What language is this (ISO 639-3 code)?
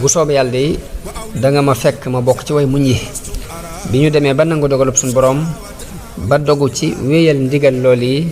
wol